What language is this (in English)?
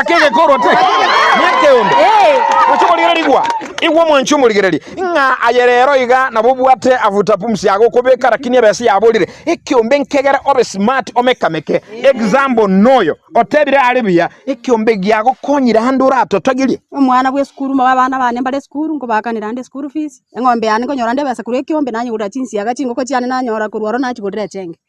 Gusii